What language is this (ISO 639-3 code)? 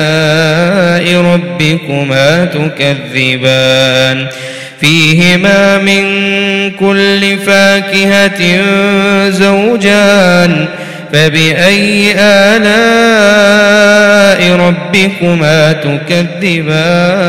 ara